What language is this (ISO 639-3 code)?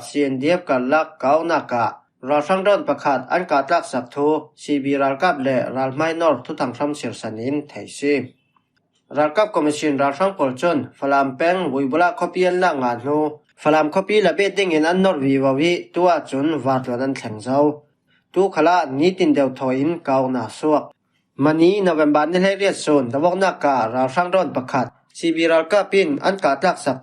cfm